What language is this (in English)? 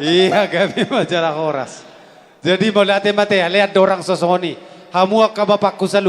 Batak Toba